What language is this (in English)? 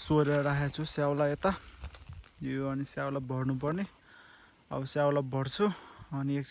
Nepali